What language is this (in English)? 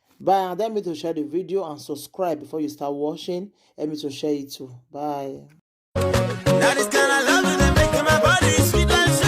Nigerian Pidgin